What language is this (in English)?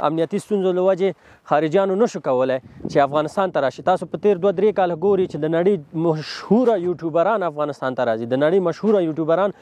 Pashto